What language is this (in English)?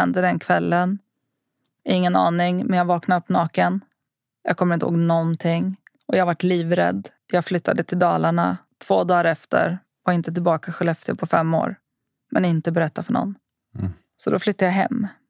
Swedish